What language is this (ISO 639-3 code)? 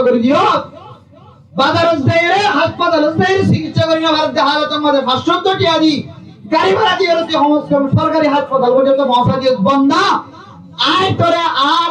rhg